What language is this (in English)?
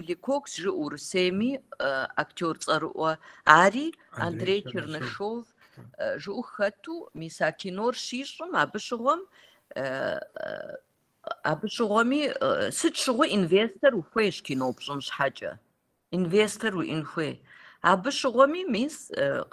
Kabardian